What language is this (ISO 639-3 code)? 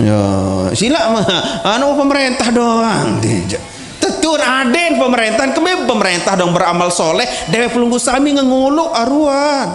sas